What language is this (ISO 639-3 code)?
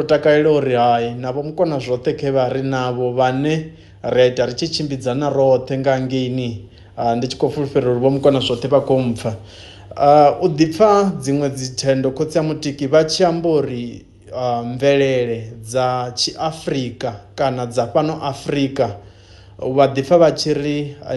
ven